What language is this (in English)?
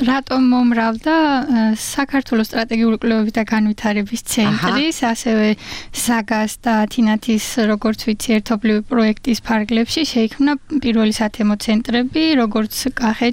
Georgian